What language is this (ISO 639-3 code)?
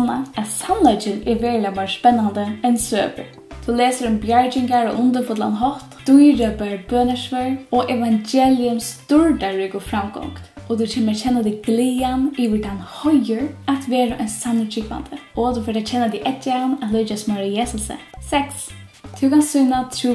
fao